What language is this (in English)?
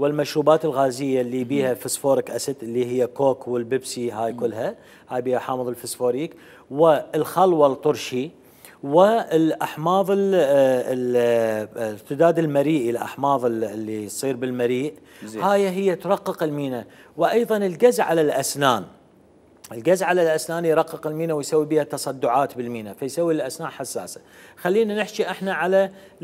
Mesopotamian Arabic